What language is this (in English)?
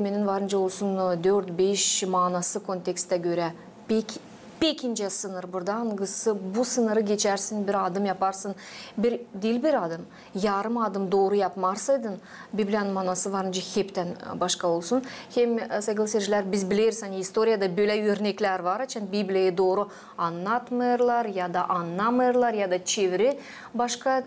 Gagauz